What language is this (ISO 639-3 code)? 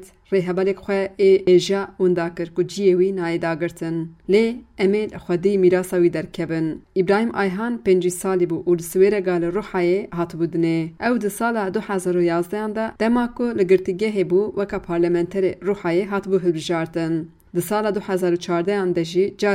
kur